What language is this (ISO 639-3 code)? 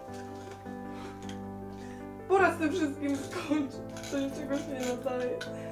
pol